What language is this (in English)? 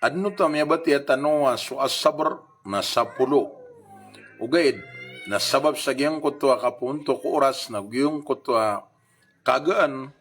Maranao